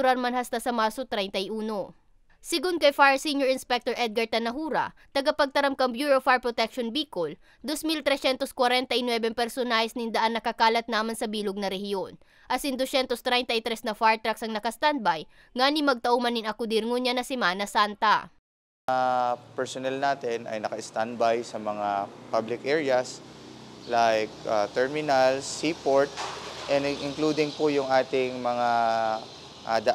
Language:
Bikol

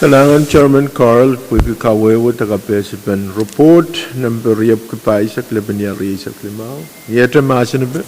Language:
Pohnpeian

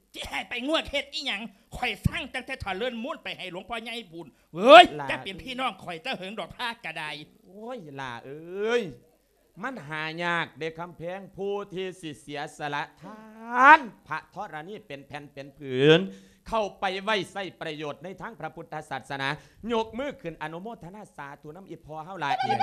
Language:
Lao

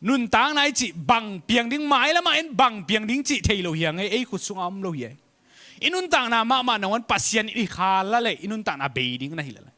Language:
Tedim Chin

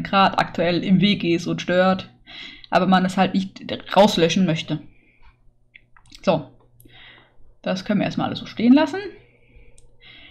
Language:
German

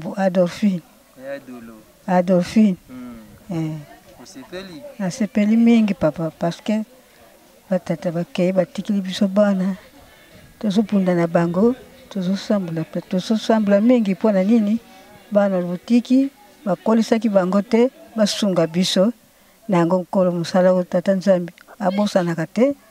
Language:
Lingala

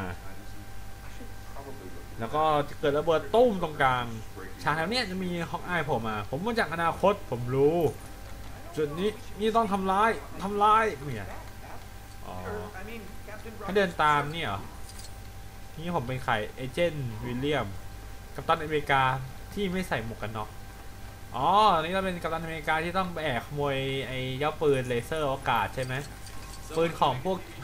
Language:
Thai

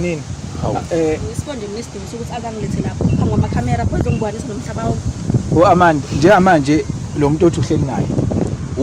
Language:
Zulu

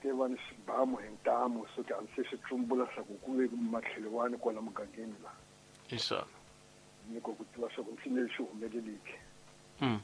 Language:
Tsonga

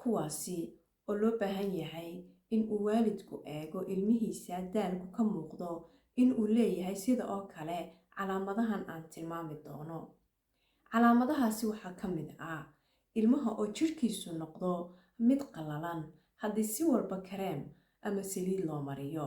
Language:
Somali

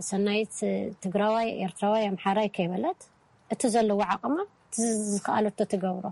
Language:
Tigrinya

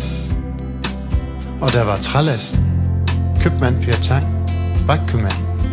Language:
Danish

